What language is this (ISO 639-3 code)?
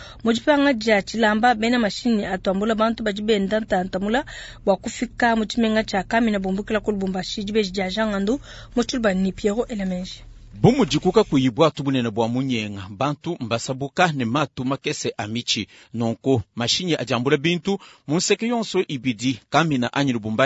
lua